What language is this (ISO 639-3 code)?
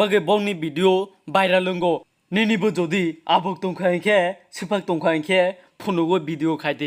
trp